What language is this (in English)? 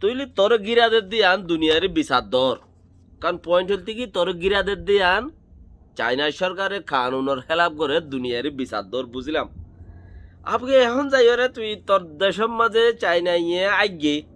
Rohingya